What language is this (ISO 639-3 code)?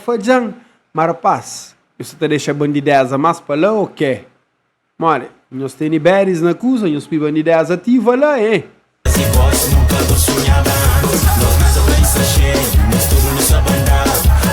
kea